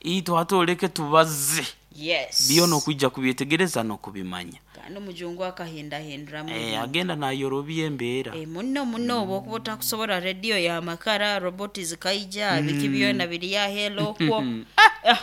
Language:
Nyankole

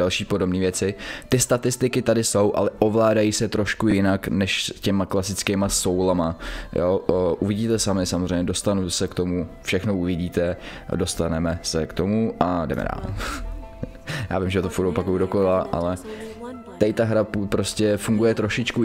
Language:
Czech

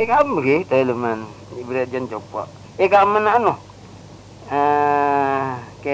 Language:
Madurese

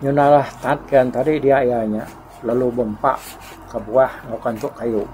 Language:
Iban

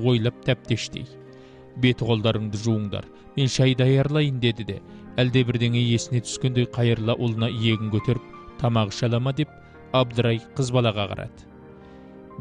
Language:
Kazakh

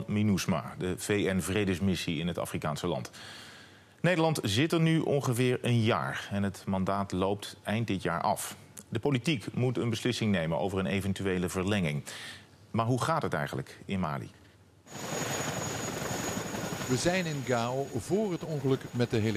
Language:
Dutch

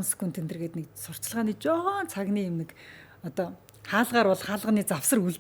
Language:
Mongolian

